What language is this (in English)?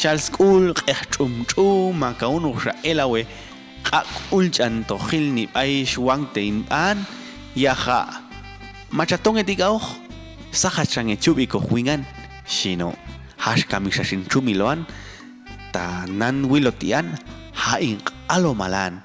Popti'